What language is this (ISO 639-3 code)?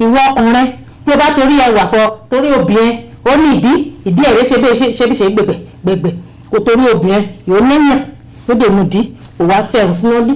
yor